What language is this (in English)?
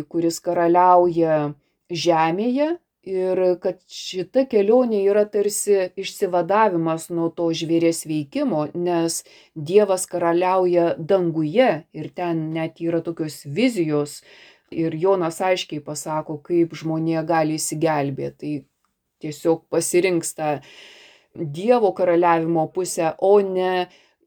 Lithuanian